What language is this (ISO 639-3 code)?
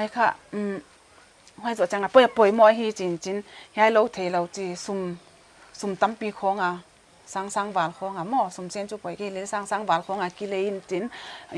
pck